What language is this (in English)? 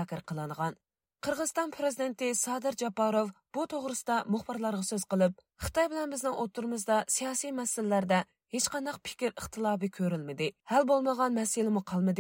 Uyghur